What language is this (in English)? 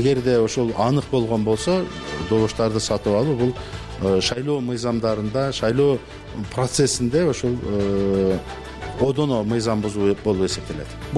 Kyrgyz